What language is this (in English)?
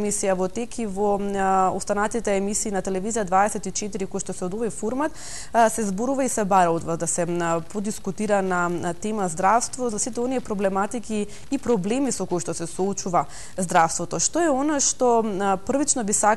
Macedonian